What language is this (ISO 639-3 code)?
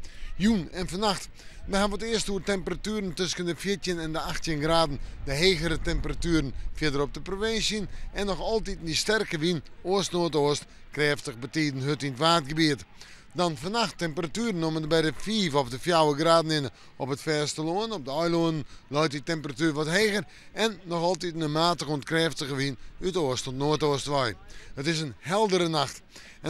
fry